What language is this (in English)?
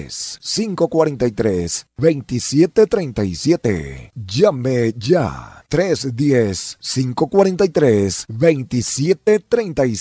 Spanish